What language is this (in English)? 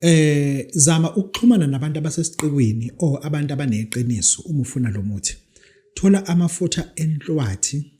Zulu